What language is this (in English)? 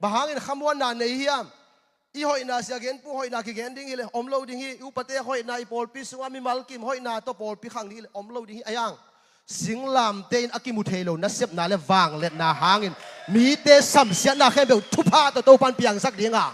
Tedim Chin